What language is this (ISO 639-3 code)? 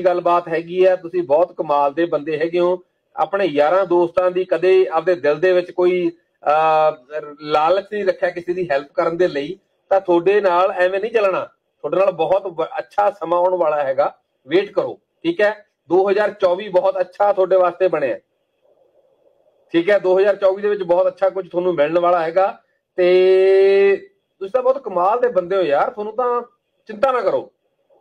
pan